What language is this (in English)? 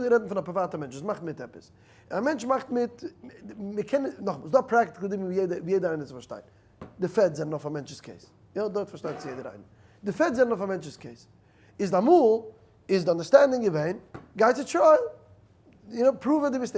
Yiddish